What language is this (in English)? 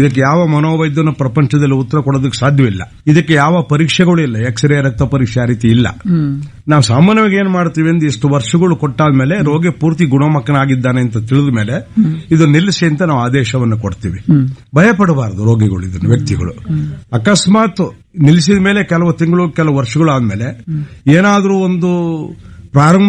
Kannada